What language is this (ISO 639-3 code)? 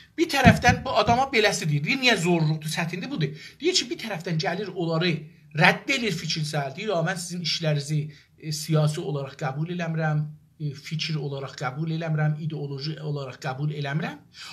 azb